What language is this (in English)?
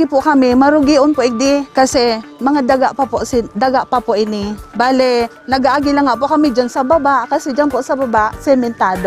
Bikol